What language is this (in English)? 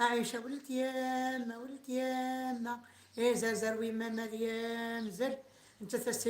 Kabyle